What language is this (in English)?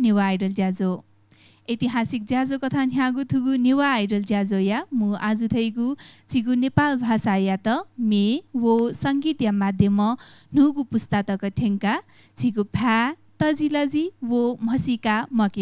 Newari